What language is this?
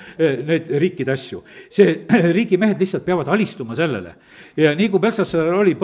Estonian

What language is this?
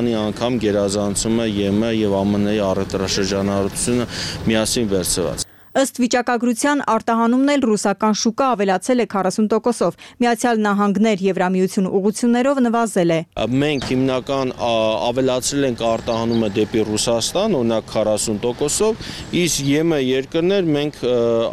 Armenian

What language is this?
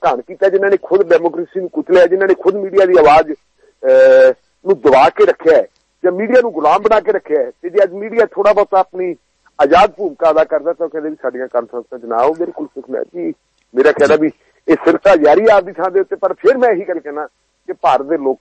Punjabi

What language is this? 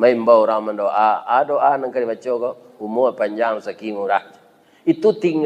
Minangkabau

